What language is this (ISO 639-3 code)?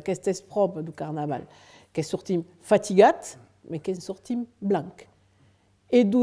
oci